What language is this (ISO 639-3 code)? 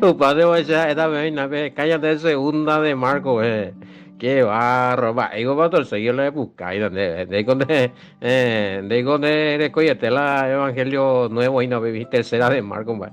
grn